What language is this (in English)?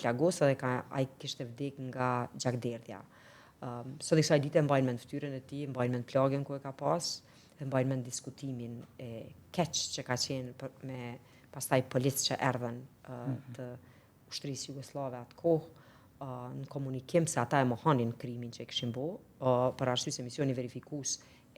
Albanian